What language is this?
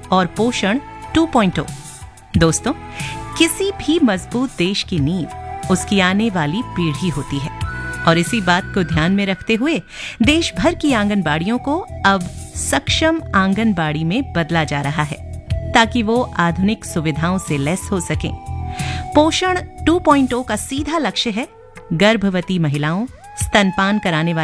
Hindi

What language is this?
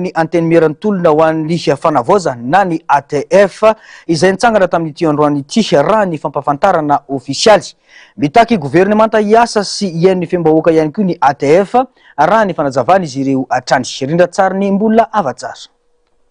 Malagasy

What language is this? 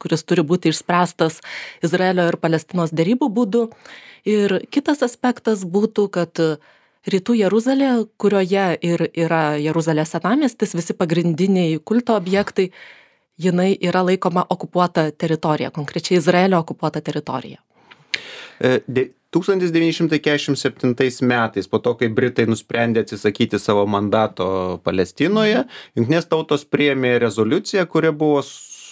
Lithuanian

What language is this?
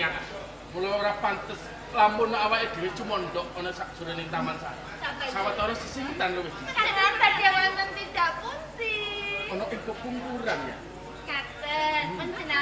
Javanese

